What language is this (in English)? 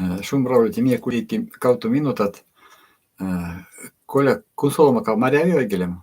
Erzya